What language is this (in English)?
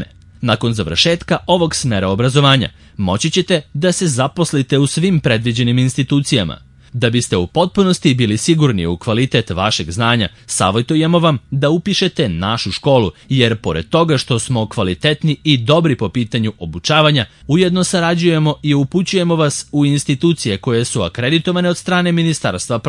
Serbian